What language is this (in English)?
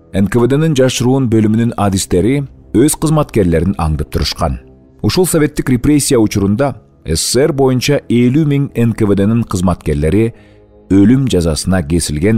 Kyrgyz